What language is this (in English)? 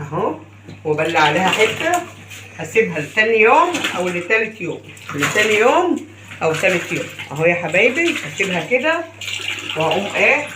Egyptian Arabic